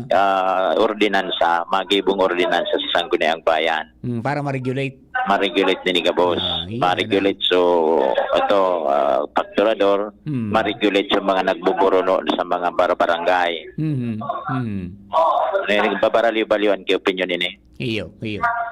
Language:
Bikol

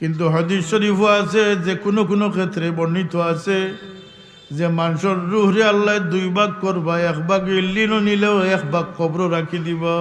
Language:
Sylheti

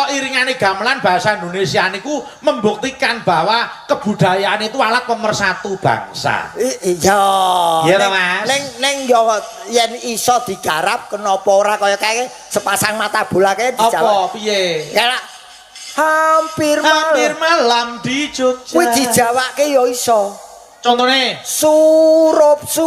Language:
Javanese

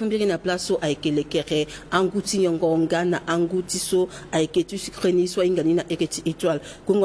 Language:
Sango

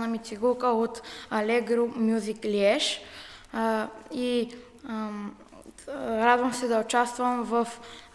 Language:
Bulgarian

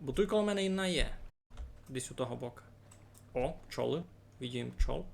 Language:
Rusyn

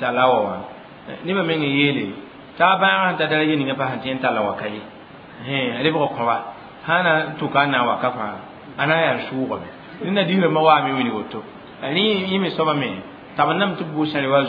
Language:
Mossi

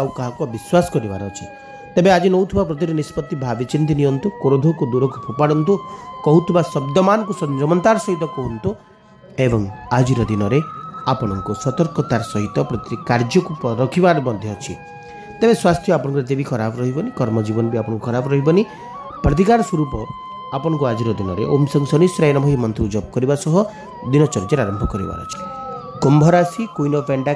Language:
Odia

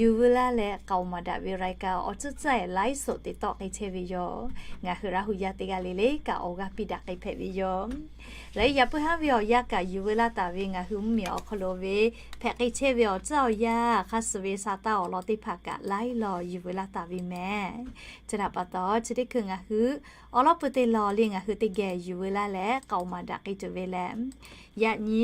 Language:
Lahu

